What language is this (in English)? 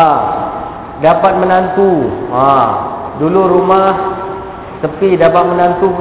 Malay